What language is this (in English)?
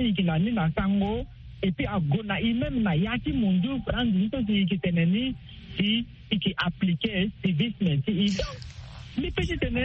Sango